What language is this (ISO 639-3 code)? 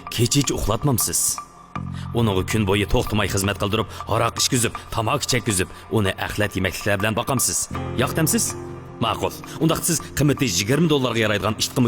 uig